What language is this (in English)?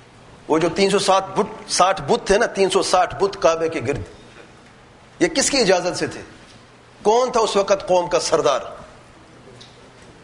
Urdu